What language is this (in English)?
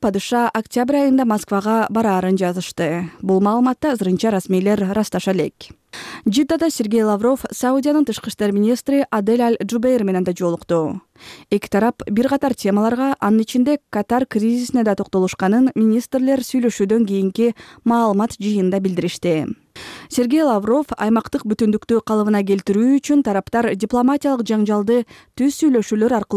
Kyrgyz